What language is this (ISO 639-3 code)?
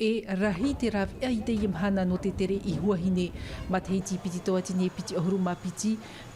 tah